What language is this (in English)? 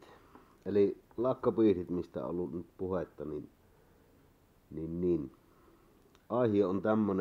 Finnish